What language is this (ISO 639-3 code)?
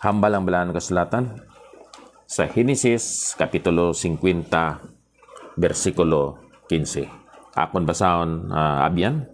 hil